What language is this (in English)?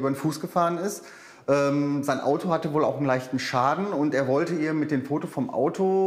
German